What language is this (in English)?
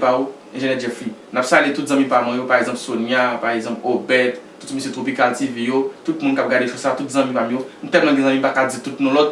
Haitian Creole